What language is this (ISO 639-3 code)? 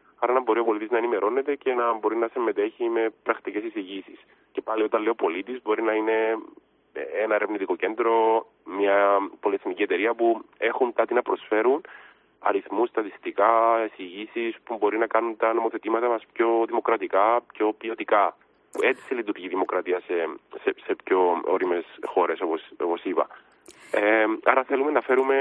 ell